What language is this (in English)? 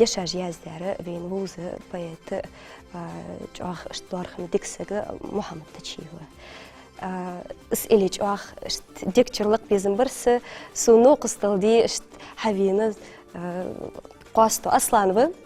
Ingush